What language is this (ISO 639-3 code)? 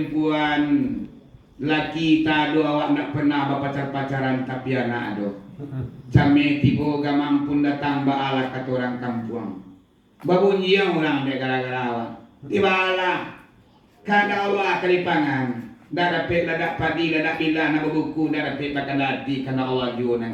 min